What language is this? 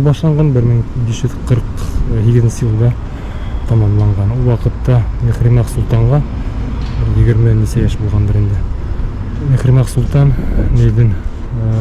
Bashkir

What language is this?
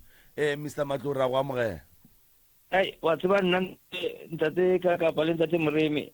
Northern Sotho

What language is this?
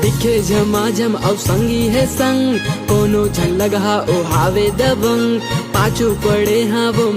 Chhattisgarhi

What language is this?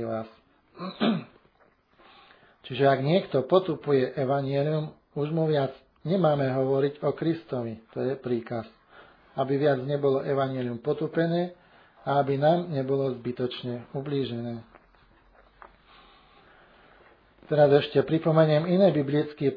Slovak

